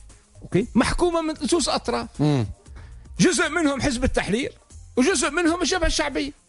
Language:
Tunisian Arabic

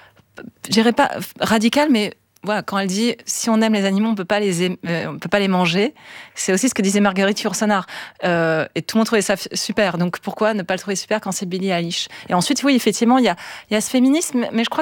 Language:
French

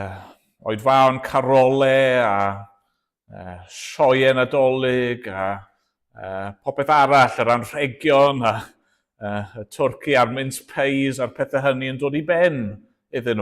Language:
Welsh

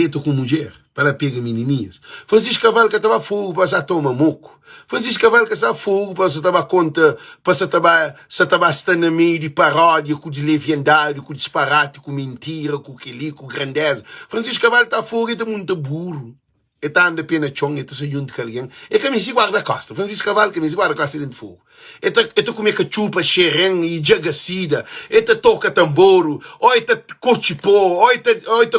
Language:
Kabuverdianu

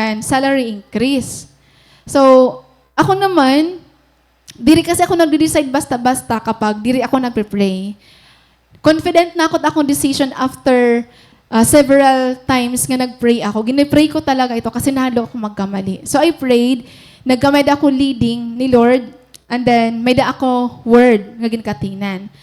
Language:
Waray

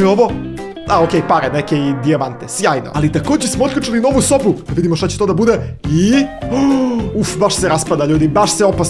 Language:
Croatian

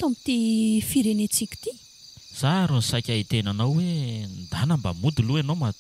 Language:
Malagasy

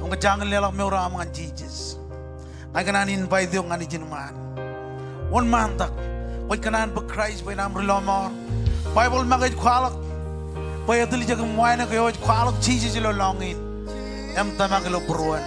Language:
Marshallese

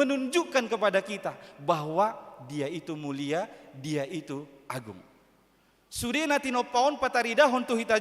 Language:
Batak Toba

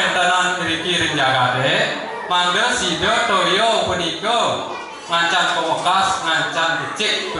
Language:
Balinese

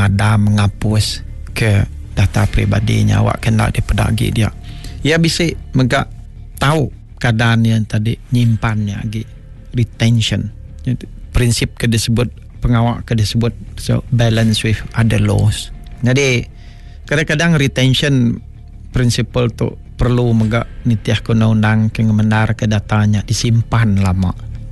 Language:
Iban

